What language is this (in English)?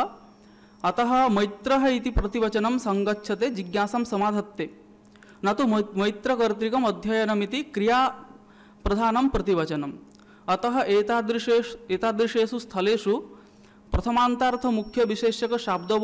Sanskrit